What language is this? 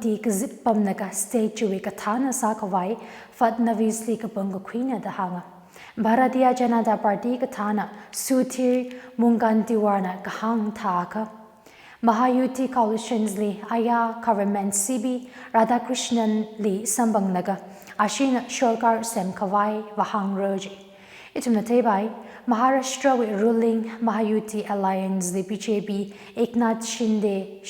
Tangkhul Naga (India)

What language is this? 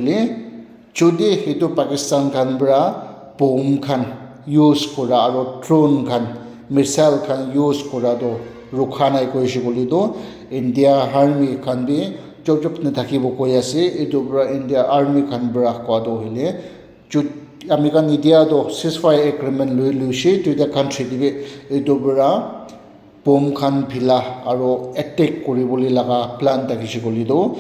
Naga Pidgin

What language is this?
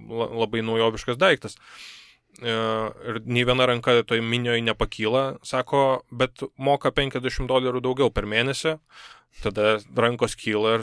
Lithuanian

